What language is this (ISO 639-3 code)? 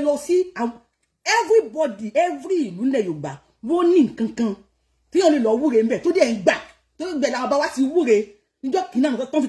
yor